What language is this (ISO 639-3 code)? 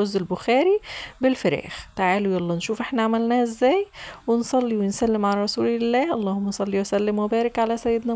arz